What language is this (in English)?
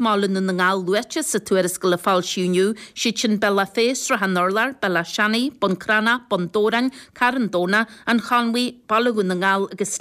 Irish